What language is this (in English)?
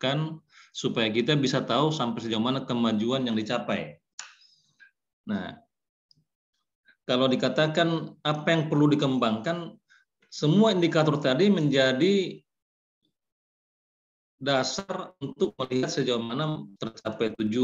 Indonesian